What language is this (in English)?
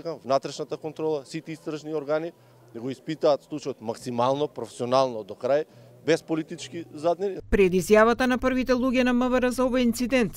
Macedonian